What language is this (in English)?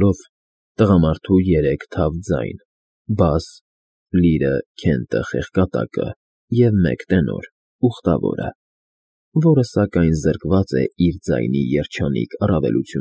Armenian